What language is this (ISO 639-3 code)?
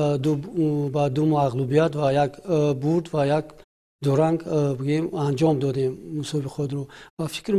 tgk